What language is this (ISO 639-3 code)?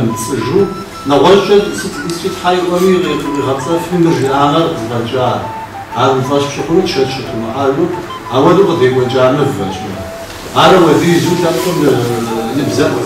kbd